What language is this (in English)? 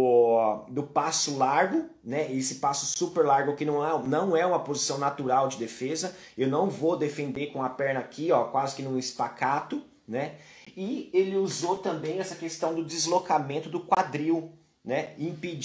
Portuguese